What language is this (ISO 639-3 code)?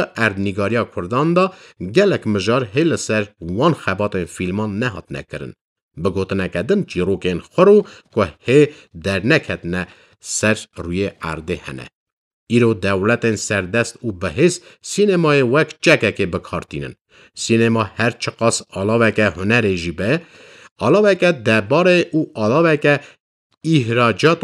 kur